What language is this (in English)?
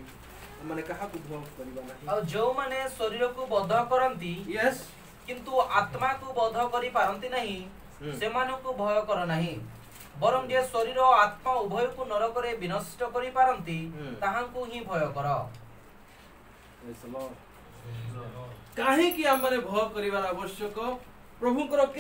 Odia